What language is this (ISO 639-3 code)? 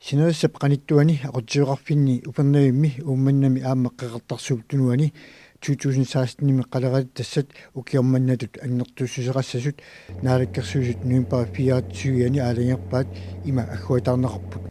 kal